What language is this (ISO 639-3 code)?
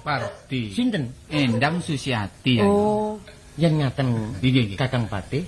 jav